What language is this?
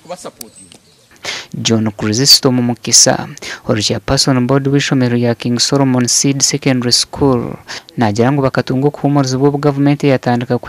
Nyankole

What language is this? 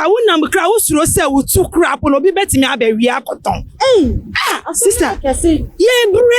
Akan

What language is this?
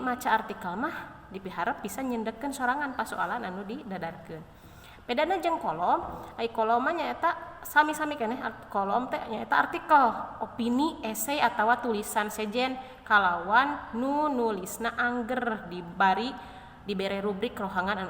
Sundanese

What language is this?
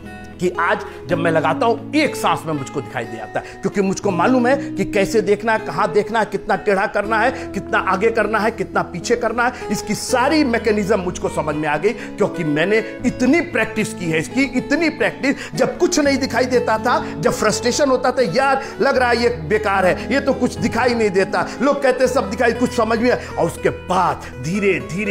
Hindi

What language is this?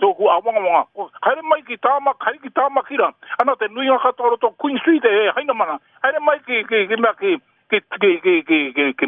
Māori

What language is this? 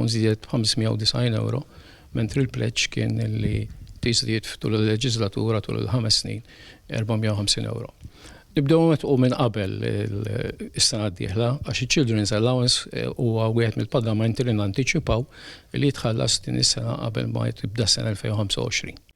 Maltese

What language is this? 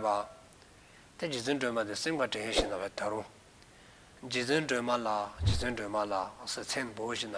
Dzongkha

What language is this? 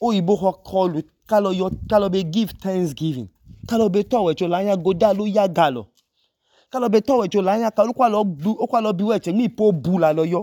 Idoma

